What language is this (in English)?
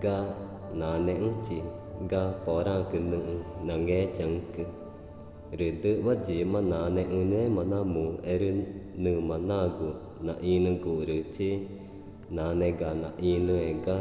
Ticuna